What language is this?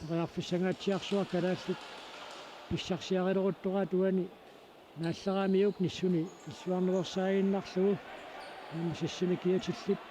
Kalaallisut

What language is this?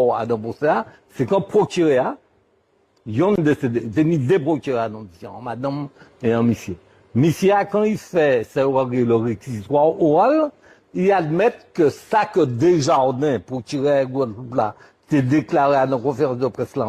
Guadeloupean Creole French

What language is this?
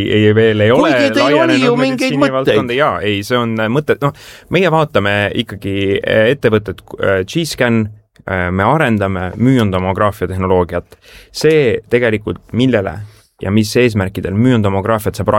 Estonian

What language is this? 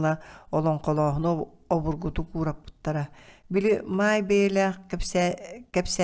Yakut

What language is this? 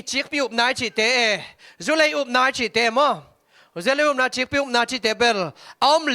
Tedim Chin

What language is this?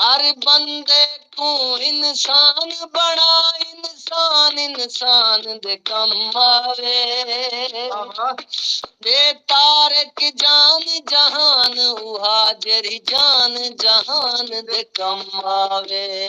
Saraiki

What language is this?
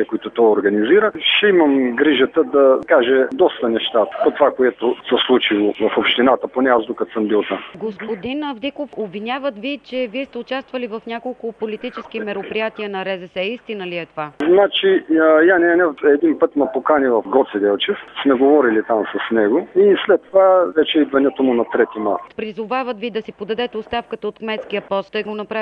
Bulgarian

